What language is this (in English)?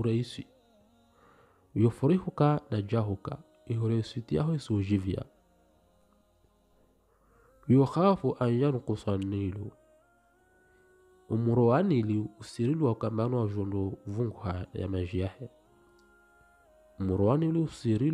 Swahili